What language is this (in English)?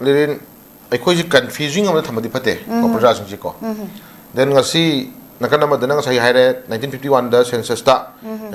Manipuri